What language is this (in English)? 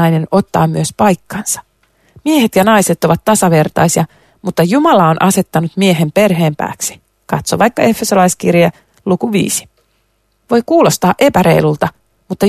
Finnish